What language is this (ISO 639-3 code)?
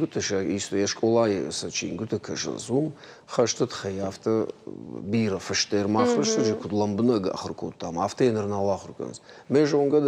oss